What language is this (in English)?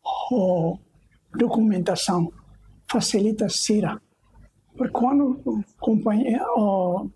Tetum